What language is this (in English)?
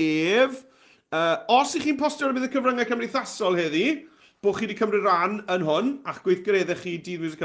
Welsh